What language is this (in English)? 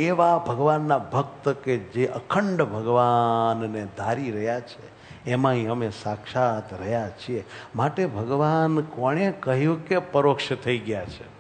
Gujarati